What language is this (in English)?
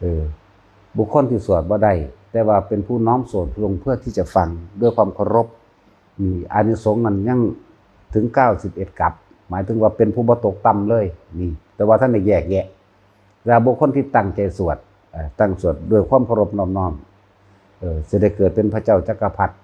Northeastern Thai